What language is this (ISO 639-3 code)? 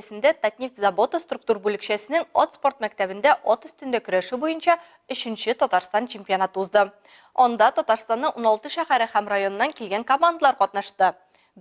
tat